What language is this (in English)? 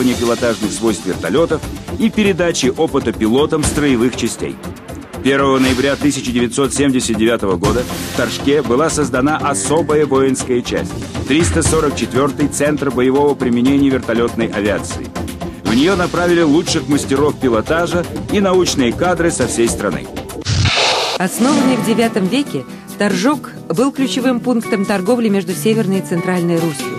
Russian